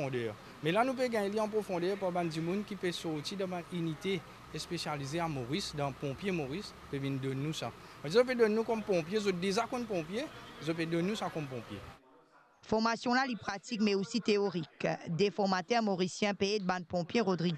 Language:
Morisyen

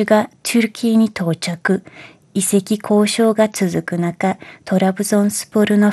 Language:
Japanese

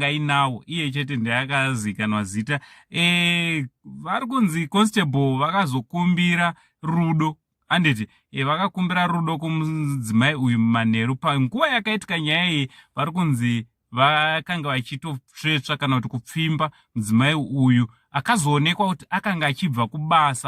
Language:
Shona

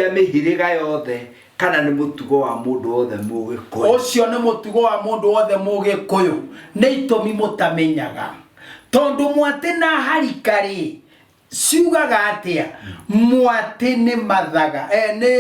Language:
Kikuyu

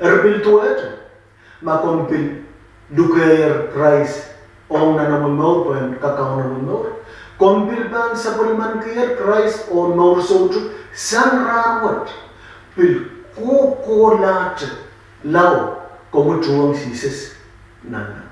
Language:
Pohnpeian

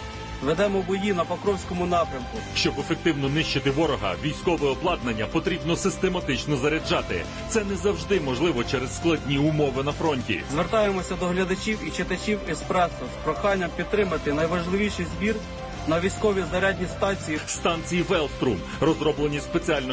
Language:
Ukrainian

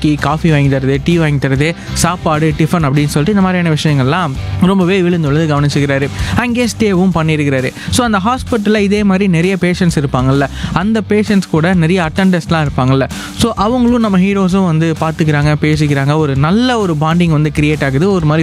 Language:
Tamil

